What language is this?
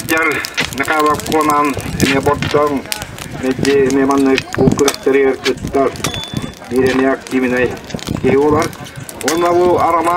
Yakut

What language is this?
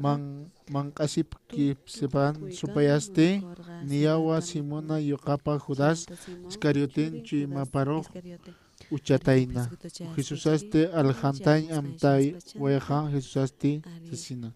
Aymara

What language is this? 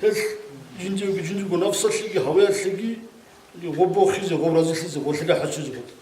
Avaric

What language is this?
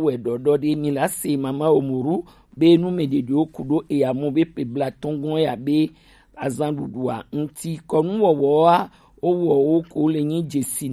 Gen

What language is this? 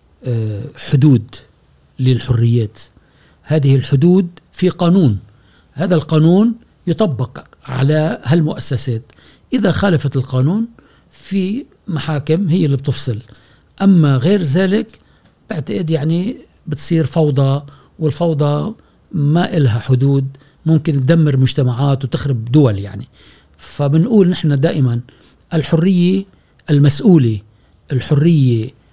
Gulf Arabic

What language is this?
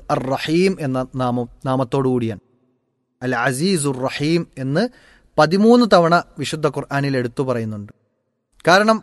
Malayalam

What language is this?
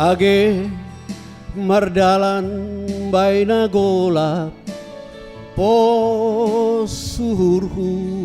Batak Simalungun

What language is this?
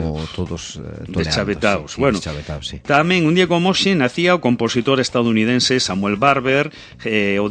Galician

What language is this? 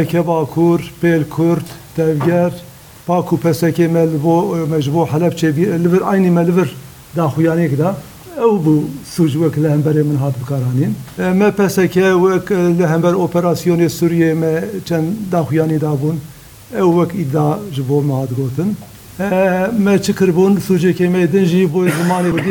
Kurdish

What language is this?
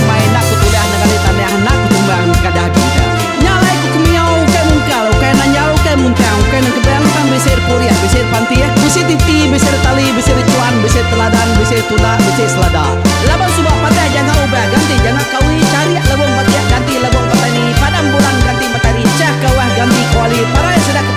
Iban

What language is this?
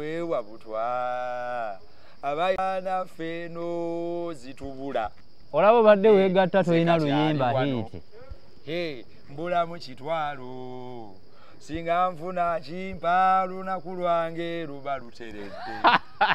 Ganda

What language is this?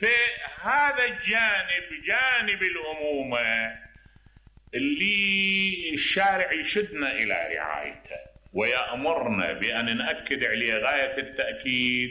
Mesopotamian Arabic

